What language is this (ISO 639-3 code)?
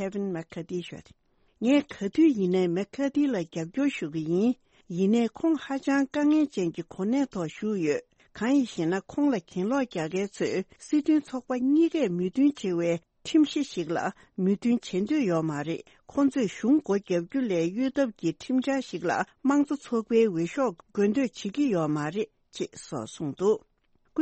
bod